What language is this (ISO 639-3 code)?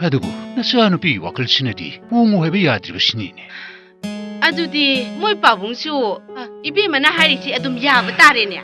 mni